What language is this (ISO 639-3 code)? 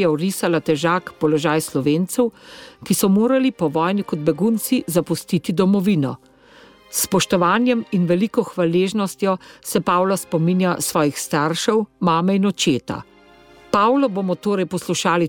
slv